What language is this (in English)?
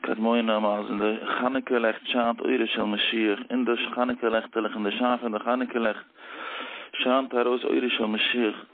Yiddish